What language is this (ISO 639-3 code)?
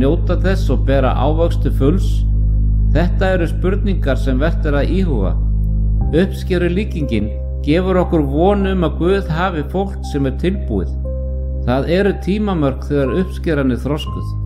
isl